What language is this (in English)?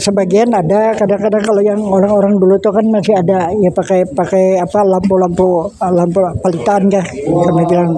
Banjar